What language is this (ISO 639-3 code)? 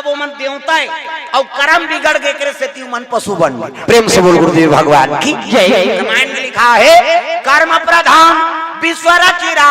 hne